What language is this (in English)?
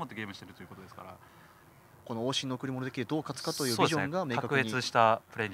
Japanese